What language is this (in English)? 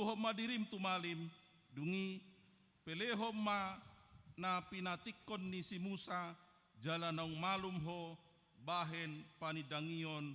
Batak Toba